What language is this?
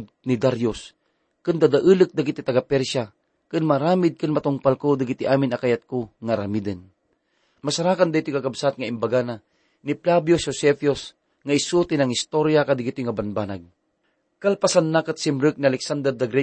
Iloko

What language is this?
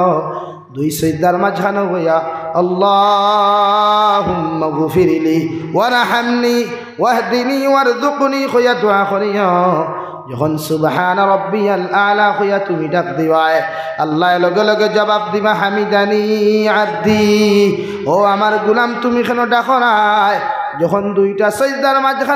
Sylheti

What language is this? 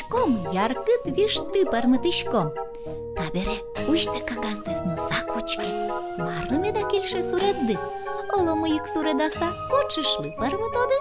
Udmurt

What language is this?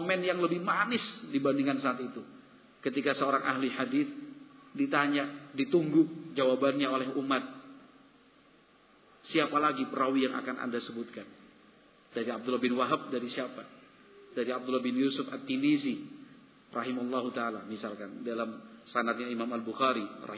Indonesian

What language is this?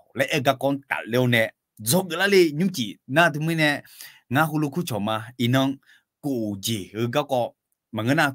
Akha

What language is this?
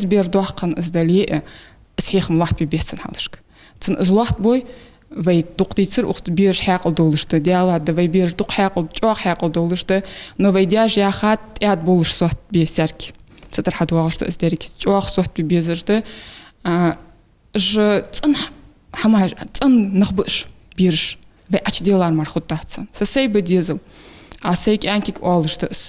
Ingush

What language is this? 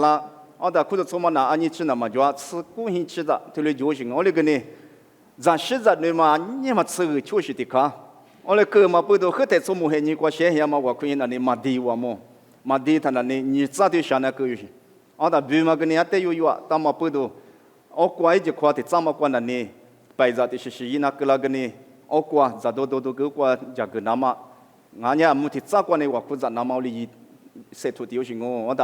Lisu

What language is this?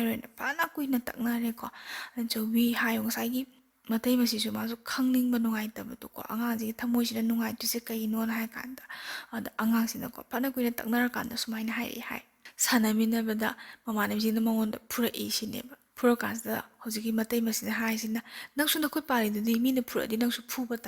Manipuri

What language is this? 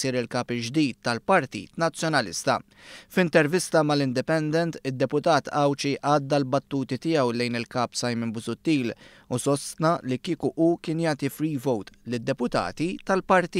Maltese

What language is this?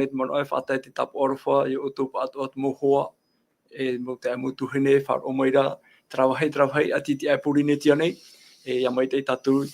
Tahitian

